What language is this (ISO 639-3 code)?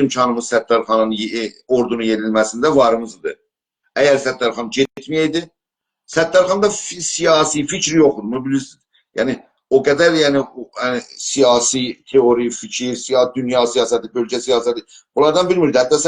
azb